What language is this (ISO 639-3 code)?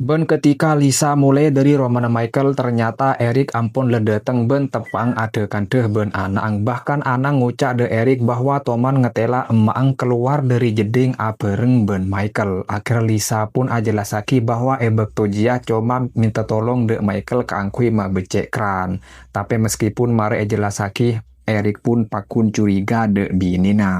mad